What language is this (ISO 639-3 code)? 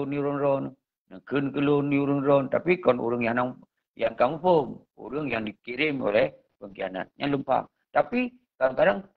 ace